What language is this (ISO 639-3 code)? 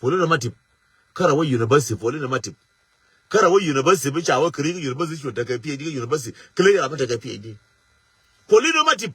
nus